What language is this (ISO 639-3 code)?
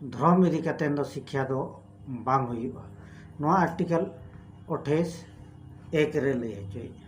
sat